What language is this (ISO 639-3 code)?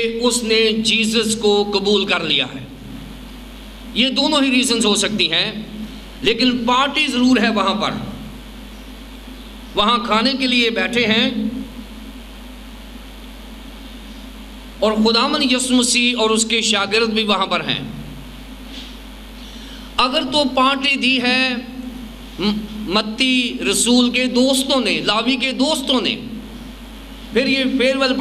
urd